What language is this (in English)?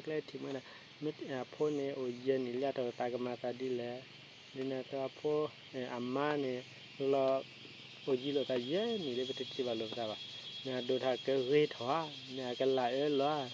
S'gaw Karen